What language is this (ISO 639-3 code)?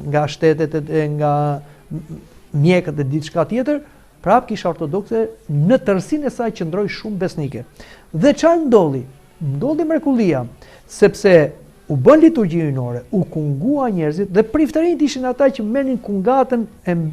sqi